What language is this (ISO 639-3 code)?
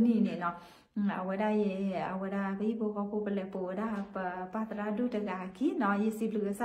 ksw